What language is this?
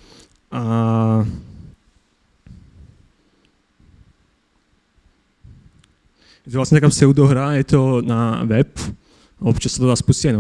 Slovak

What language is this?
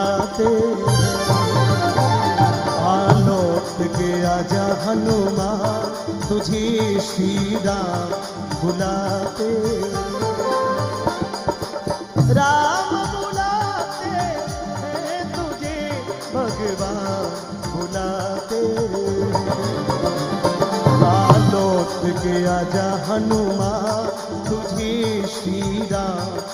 Hindi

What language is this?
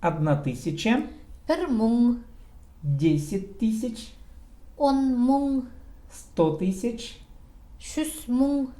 Khakas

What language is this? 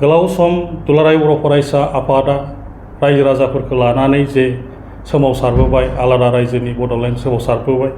Bodo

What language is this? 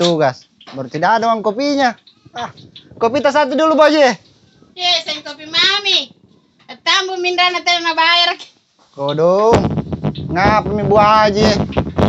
Makassar Malay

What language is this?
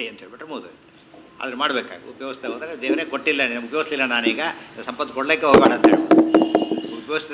Kannada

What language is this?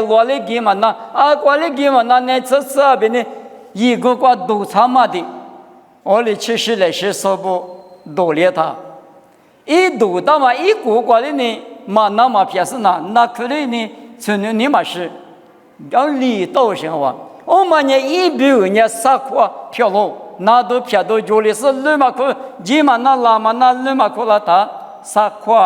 Lisu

